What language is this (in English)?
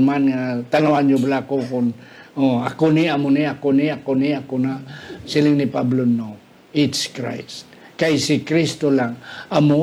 Hiligaynon